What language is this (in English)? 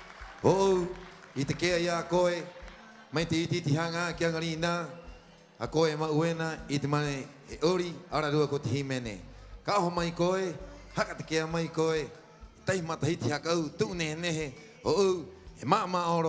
Rapanui